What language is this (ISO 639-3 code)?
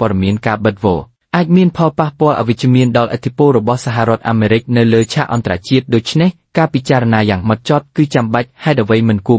khm